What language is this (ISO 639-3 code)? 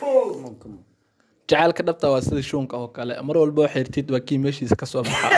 som